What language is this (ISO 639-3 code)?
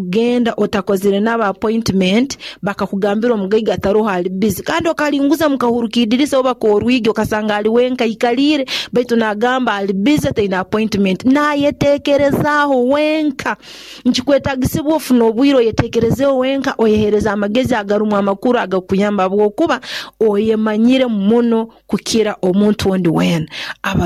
nyo